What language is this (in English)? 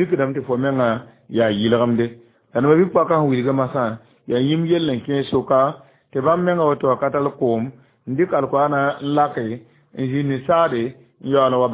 Mossi